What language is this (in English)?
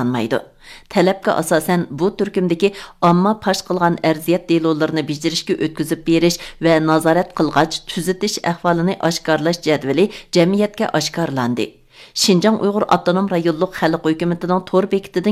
Uyghur